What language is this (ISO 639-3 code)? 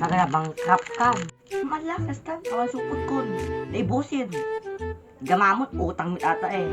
ilo